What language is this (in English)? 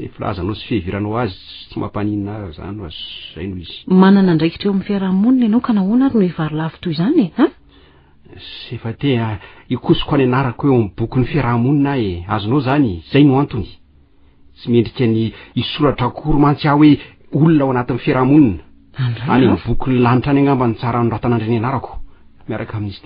Malagasy